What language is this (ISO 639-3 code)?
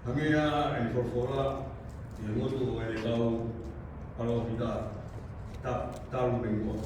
ton